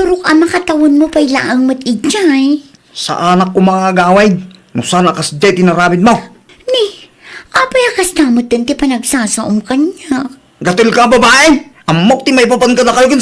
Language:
Iloko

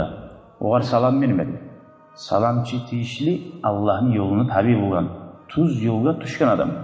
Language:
Kumyk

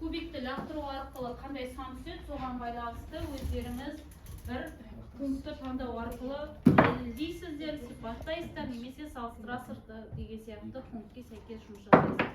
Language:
Kazakh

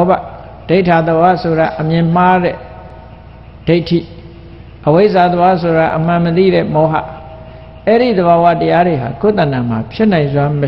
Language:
Burmese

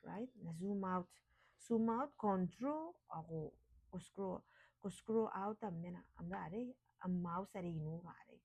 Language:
Gilbertese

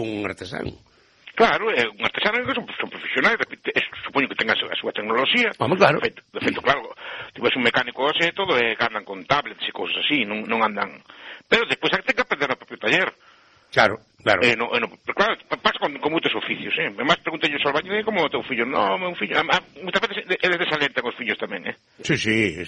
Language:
Galician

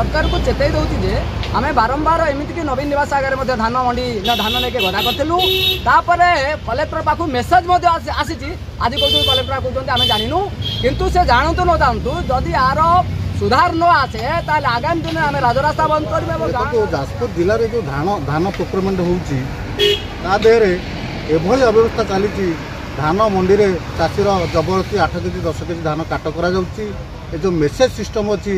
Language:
Odia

